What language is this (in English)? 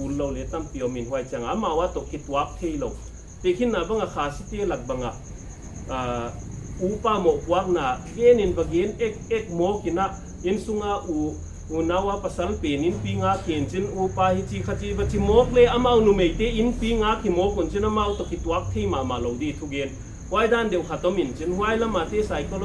Paite Chin